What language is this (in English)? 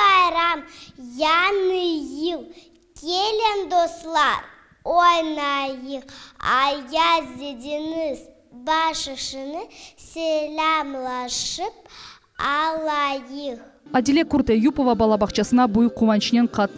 Crimean Tatar